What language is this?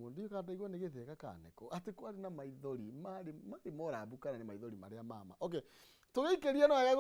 Kikuyu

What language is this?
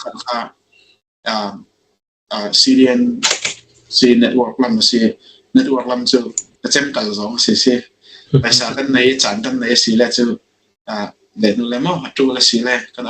Falam Chin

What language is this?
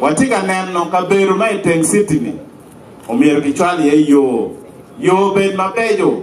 Acoli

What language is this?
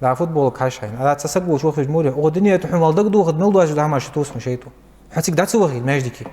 Ingush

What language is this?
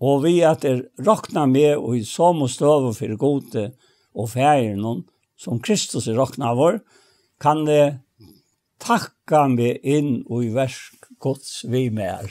Faroese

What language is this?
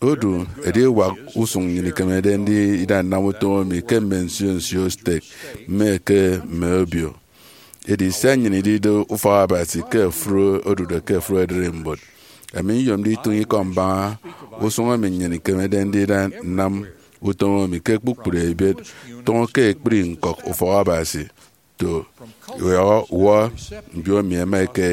Efik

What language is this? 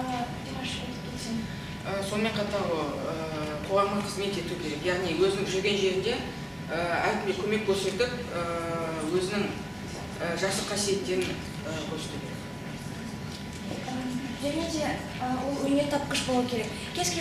Kazakh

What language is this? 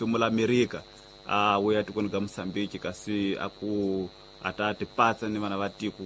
Tsonga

